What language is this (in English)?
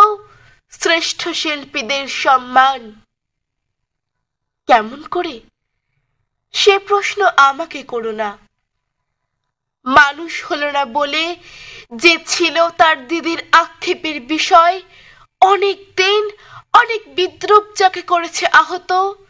Bangla